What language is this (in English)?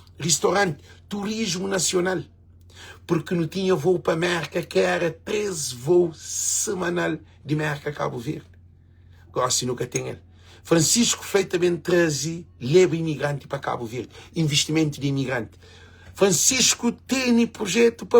Kabuverdianu